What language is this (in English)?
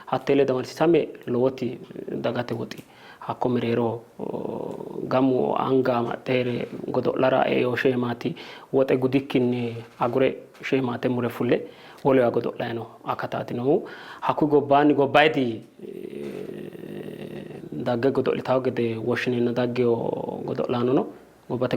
Sidamo